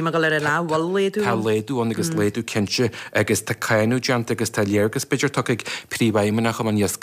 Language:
Irish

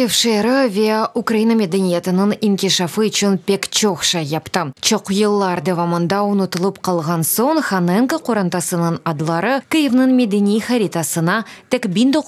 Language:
Crimean Tatar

